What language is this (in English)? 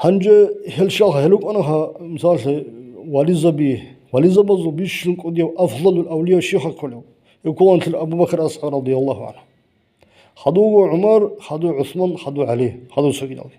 Avaric